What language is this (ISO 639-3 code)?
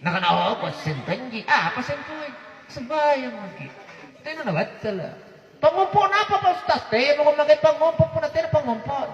mak